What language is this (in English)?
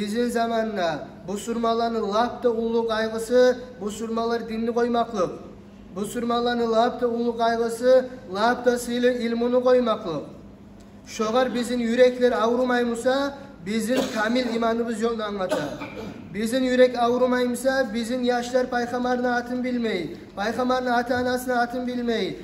Kumyk